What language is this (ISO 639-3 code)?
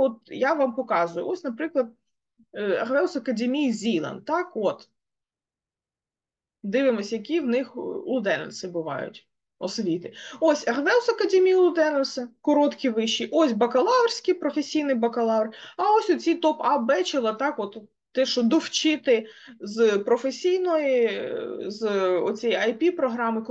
ukr